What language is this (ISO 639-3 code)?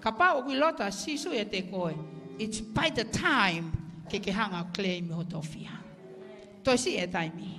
ton